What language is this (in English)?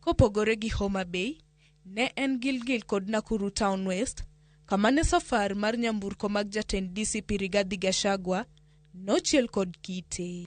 Luo (Kenya and Tanzania)